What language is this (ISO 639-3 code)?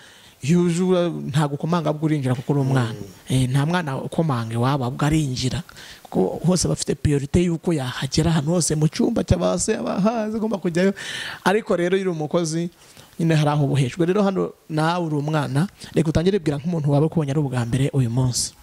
kin